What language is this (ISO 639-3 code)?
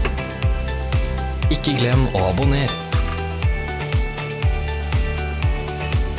nor